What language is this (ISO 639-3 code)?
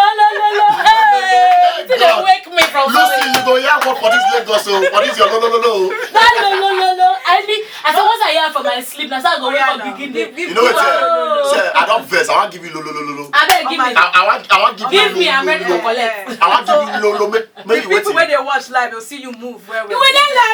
pcm